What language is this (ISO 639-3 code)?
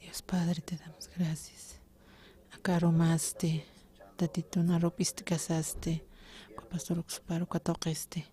aym